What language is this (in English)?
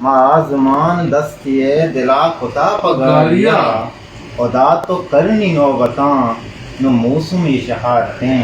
Eastern Balochi